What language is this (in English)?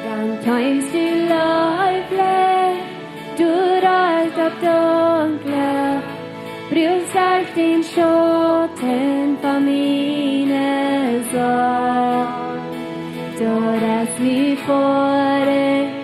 Plautdietsch